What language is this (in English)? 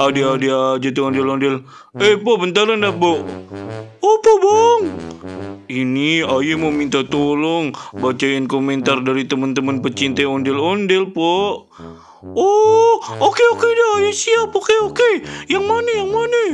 Betawi